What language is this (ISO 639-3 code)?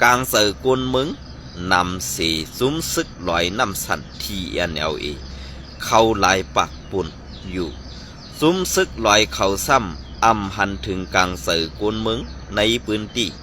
shn